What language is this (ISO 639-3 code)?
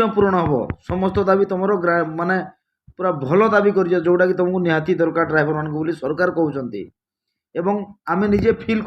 ori